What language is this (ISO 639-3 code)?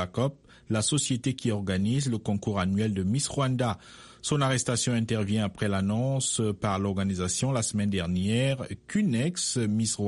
fra